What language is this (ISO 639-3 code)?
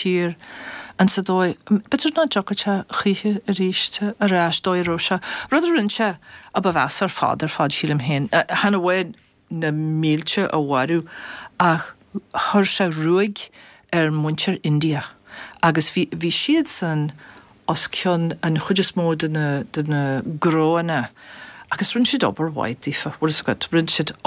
gle